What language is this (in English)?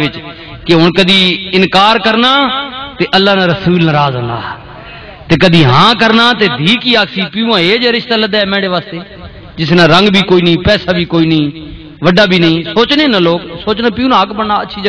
Western Panjabi